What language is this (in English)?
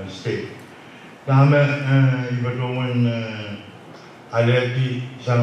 Pohnpeian